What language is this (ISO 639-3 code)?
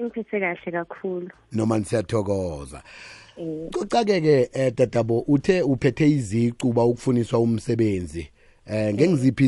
nbl